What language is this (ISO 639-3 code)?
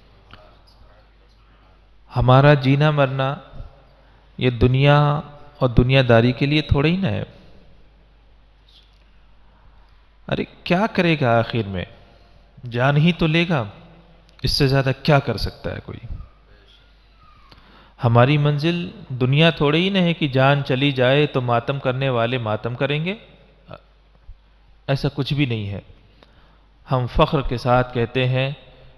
urd